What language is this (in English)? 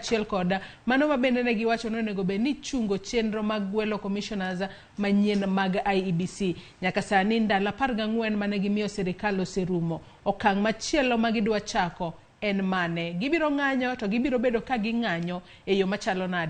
Luo (Kenya and Tanzania)